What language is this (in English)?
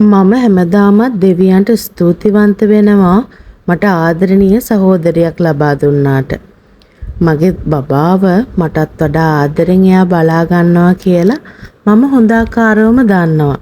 Sinhala